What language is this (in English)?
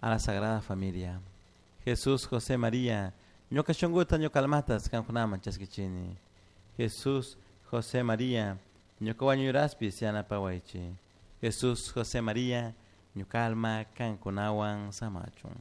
Chimborazo Highland Quichua